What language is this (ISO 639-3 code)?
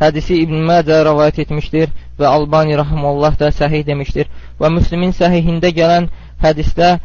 aze